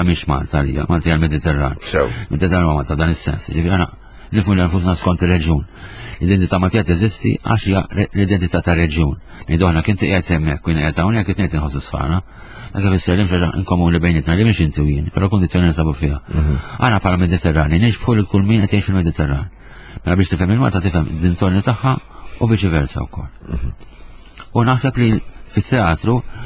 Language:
Maltese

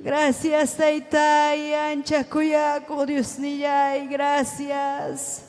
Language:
Ayacucho Quechua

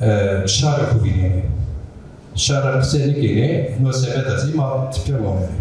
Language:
Zaza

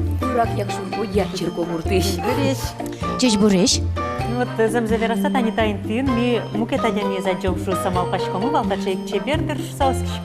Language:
Udmurt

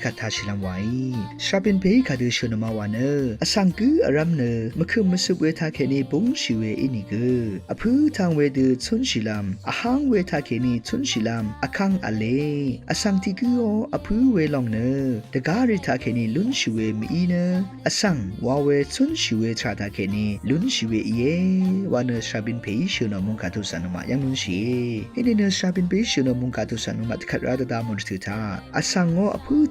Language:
Rawang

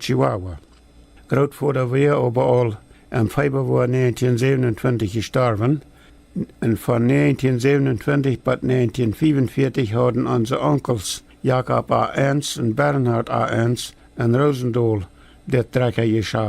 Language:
Plautdietsch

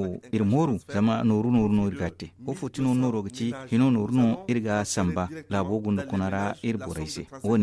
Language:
Zarma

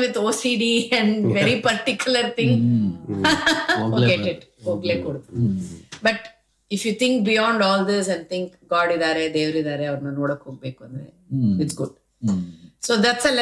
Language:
Kannada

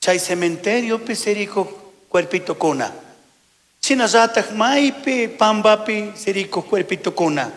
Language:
Chimborazo Highland Quichua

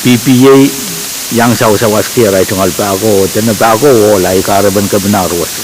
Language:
Pohnpeian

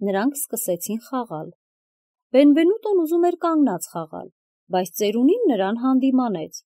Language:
Armenian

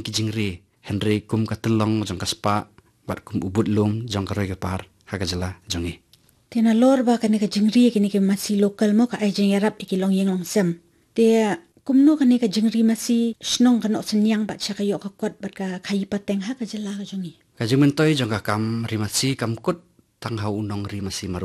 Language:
Khasi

